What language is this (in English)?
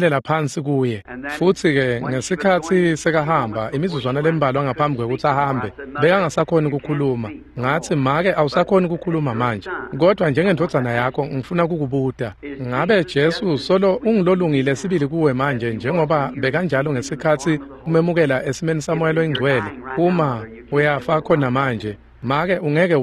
Swati